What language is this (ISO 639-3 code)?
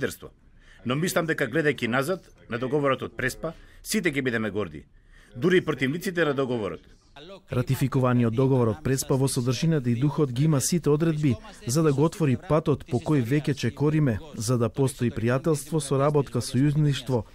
mkd